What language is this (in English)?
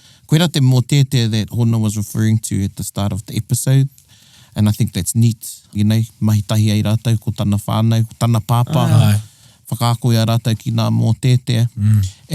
Māori